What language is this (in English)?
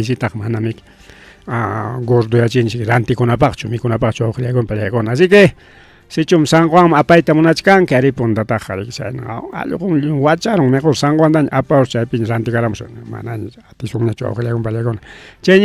Ayacucho Quechua